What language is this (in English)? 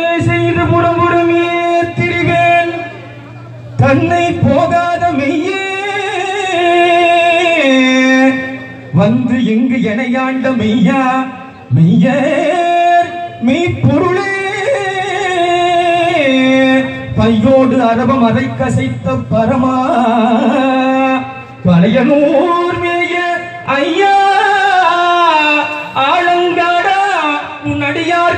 Tamil